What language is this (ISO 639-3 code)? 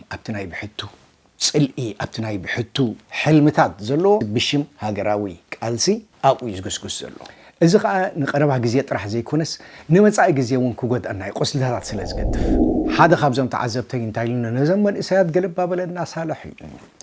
tir